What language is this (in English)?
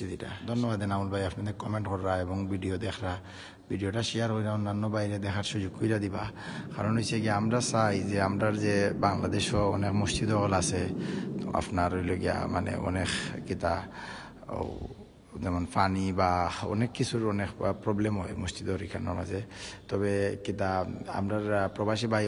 Sylheti